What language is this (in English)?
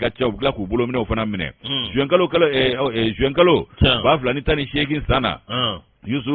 Bambara